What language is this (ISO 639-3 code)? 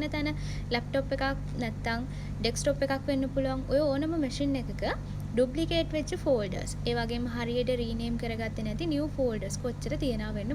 sin